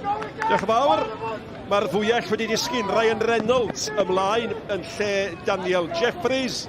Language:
Welsh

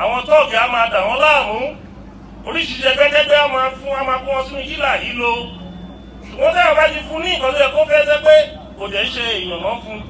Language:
Yoruba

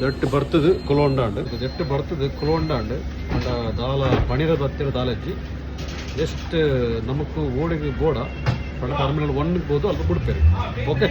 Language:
Tulu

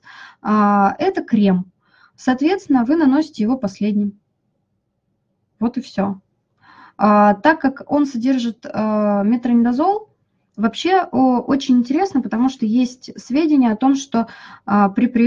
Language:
Russian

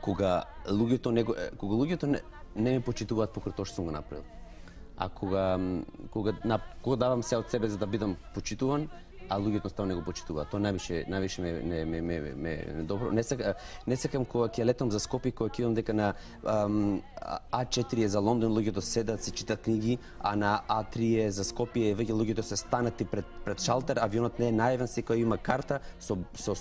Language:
Macedonian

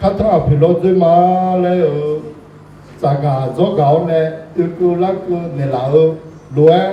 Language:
Akha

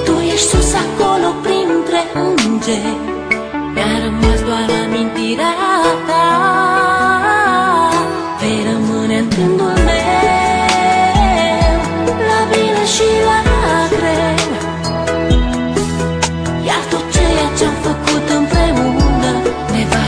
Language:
Romanian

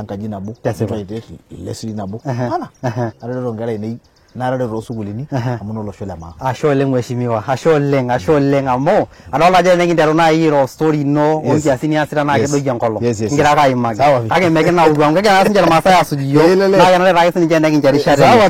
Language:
Masai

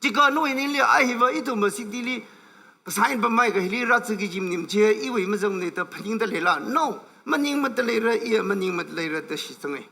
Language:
Tangkhul Naga (India)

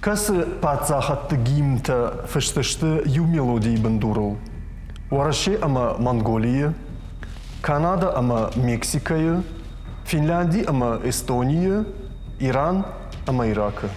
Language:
Ossetic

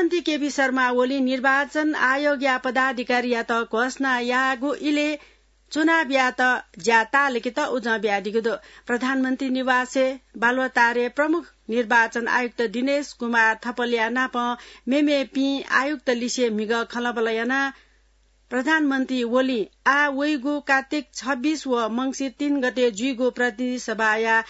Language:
Newari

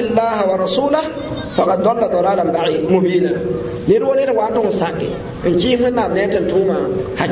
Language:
Mossi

